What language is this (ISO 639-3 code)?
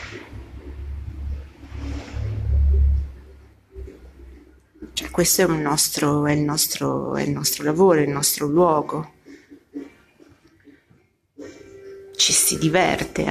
ita